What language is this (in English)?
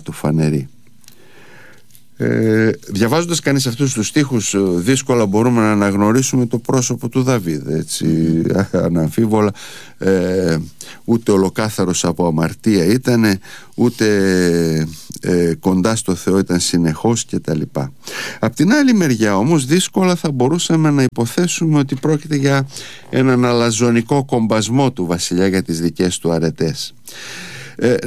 Greek